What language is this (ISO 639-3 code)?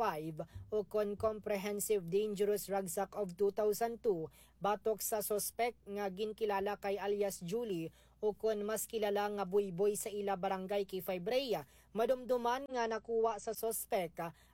hil